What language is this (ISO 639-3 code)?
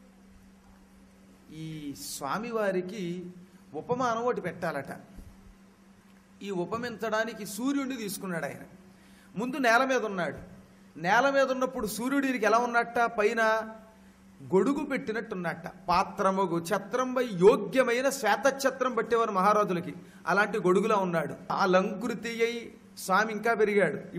tel